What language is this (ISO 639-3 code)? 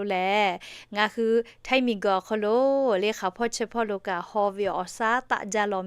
lhu